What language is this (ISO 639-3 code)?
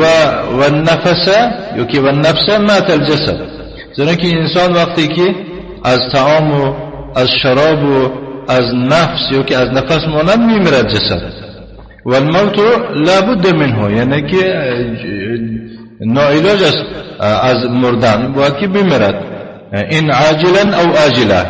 tgk